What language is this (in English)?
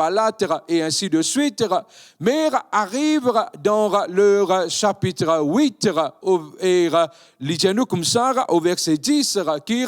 Morisyen